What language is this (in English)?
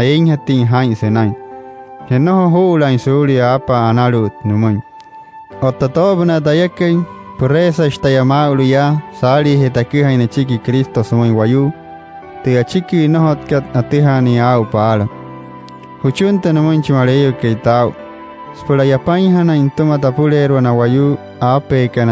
Wayuu